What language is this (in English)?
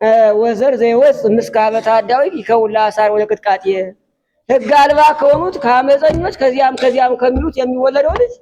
Amharic